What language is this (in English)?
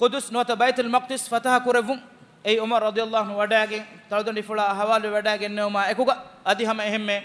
Divehi